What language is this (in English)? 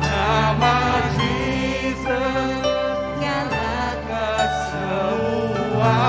Iban